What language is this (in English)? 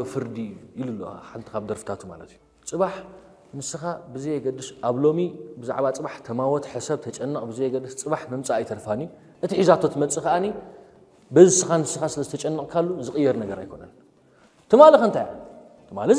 Tigrinya